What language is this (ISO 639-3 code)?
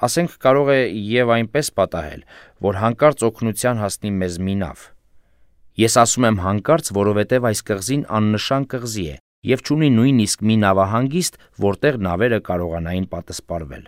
hye